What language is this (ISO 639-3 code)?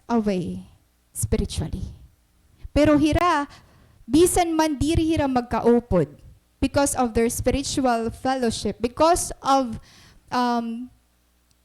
war